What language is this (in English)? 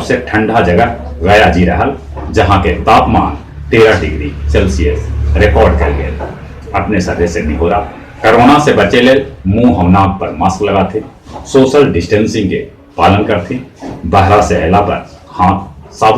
Magahi